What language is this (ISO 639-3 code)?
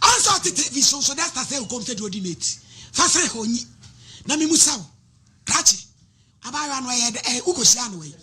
aka